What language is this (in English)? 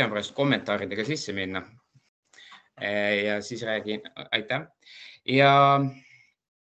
Estonian